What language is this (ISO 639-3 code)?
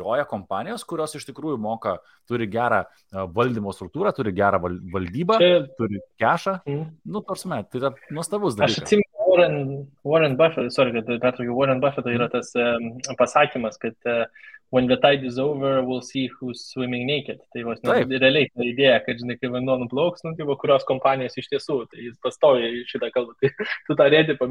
lit